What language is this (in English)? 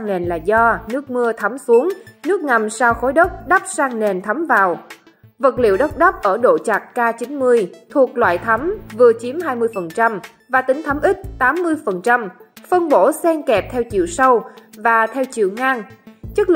Vietnamese